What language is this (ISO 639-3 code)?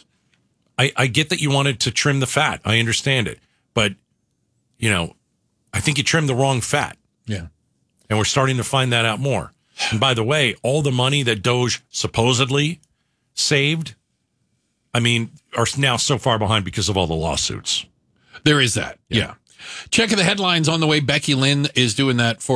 eng